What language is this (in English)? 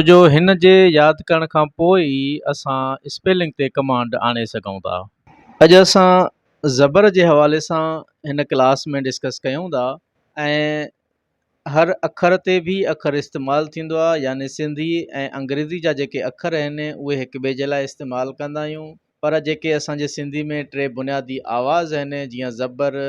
Sindhi